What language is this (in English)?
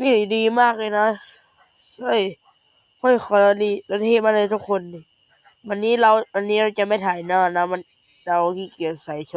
Lao